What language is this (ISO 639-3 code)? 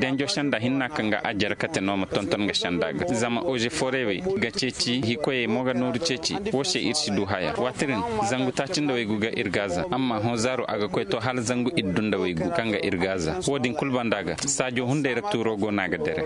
ses